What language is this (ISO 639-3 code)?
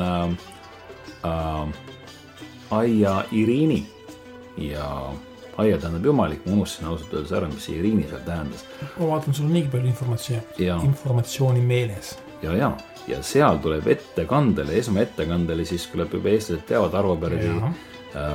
est